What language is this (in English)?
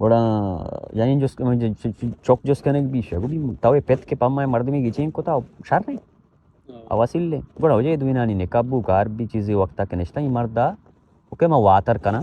Baluchi